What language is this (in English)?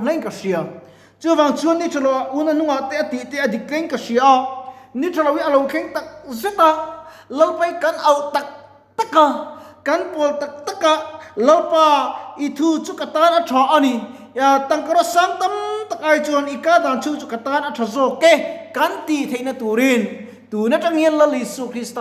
Mizo